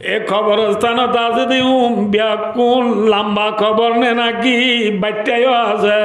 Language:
Rohingya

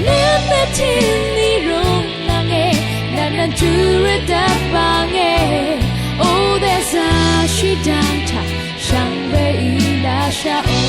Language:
Rawang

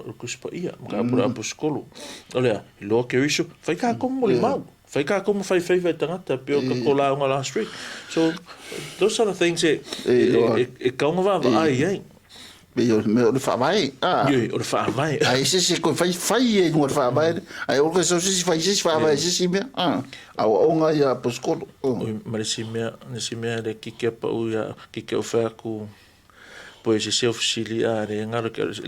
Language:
Samoan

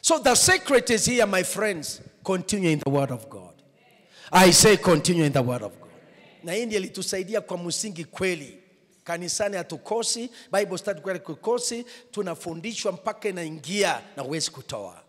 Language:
Swahili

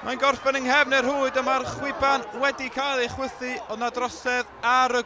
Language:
Welsh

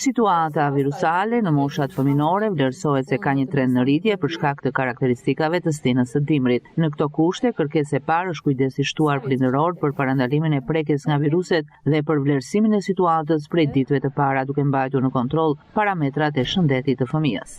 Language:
Albanian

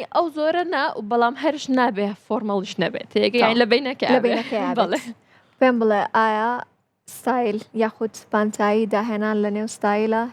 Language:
Central Kurdish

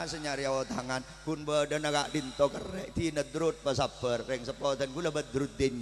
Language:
Madurese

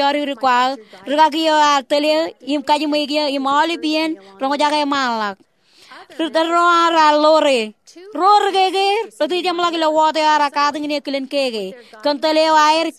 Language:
Marshallese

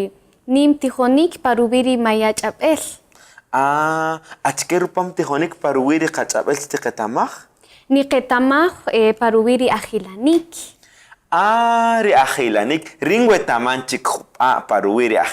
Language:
Kaqchikel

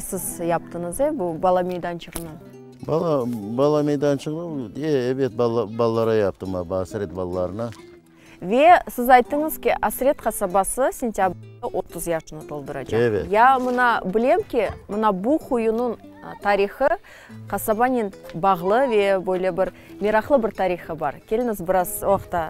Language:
Crimean Tatar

